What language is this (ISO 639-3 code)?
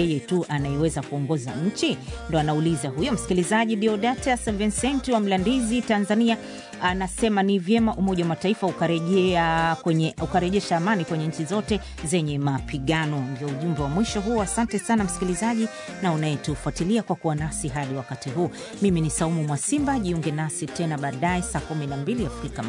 swa